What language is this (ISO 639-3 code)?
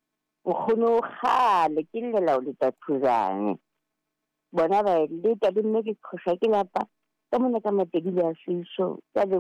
sot